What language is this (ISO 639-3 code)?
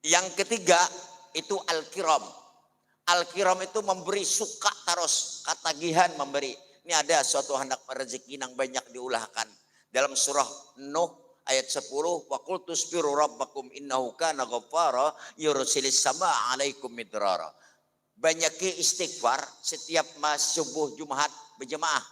bjn